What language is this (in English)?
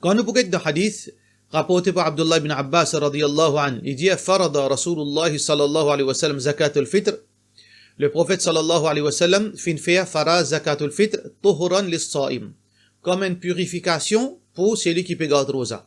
Morisyen